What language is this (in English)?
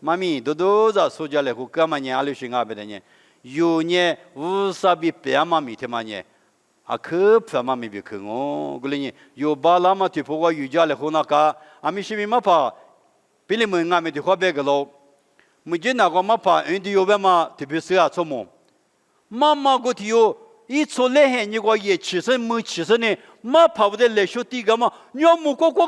Lisu